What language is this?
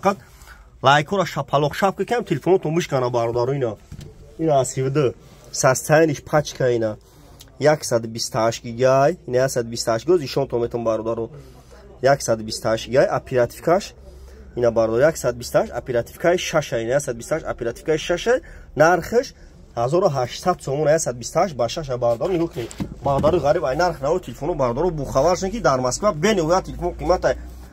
Tajik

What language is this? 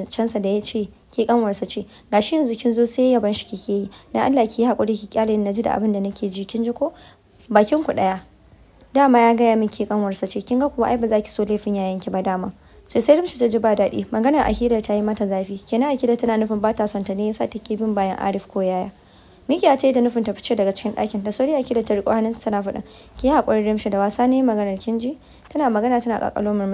Hausa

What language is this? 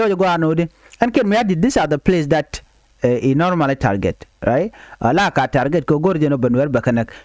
Nuer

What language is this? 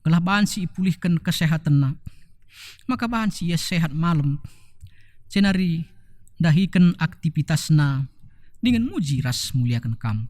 Batak Karo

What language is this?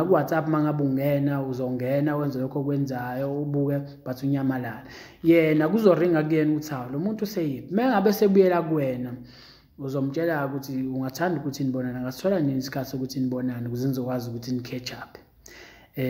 Zulu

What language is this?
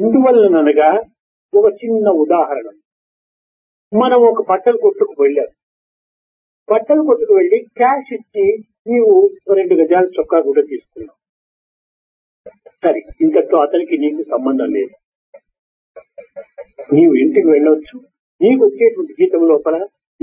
Telugu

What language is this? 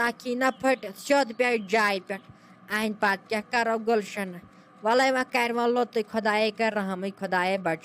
Kashmiri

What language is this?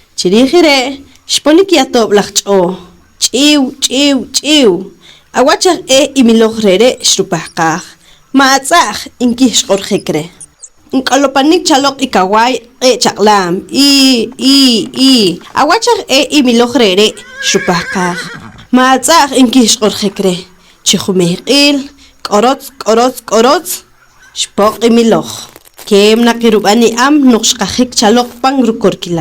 Poqomchi'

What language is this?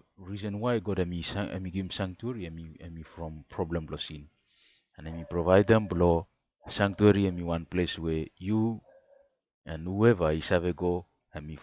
Bislama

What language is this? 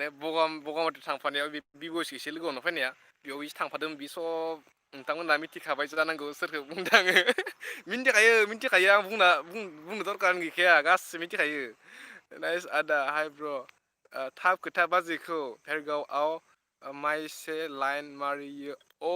Bodo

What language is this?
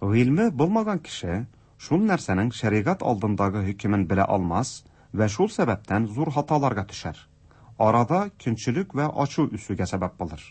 Tatar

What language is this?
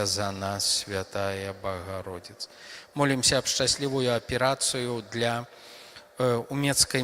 Belarusian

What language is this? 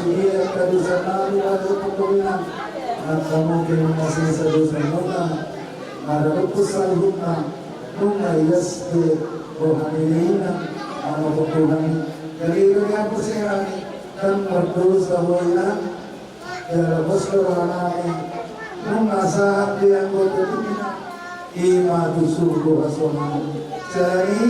Batak Toba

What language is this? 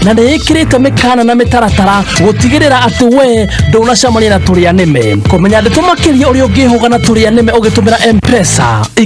Kikuyu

